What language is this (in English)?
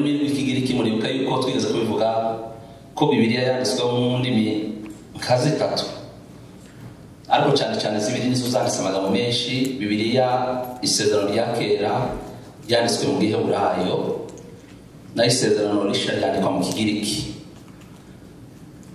Kinyarwanda